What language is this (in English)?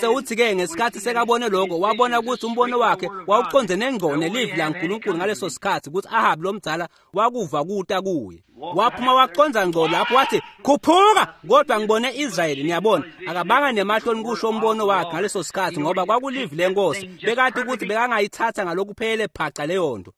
Swati